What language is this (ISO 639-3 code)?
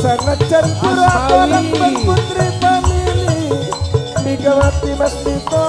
mad